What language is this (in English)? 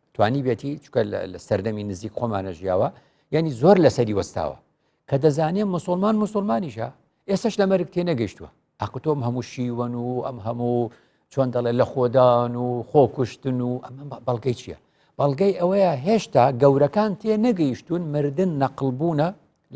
Central Kurdish